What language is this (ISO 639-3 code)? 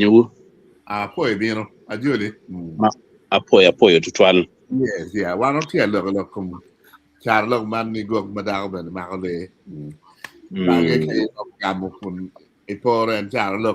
ach